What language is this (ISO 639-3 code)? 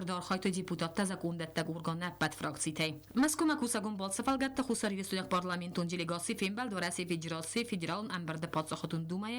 oss